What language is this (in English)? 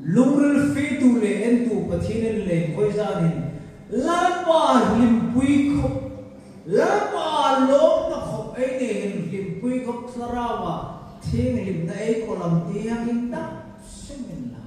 Hmar